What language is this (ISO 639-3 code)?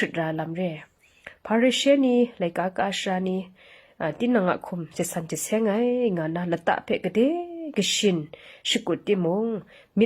kac